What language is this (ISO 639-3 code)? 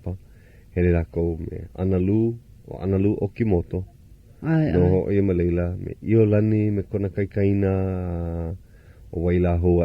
haw